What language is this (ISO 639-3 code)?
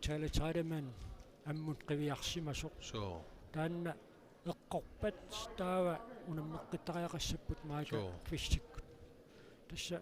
kal